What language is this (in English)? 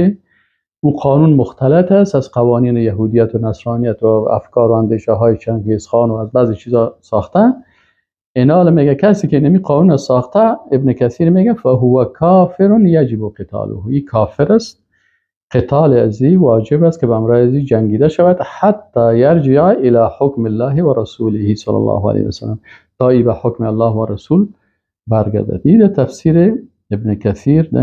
Persian